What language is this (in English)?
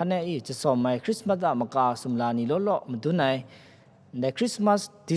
Kachin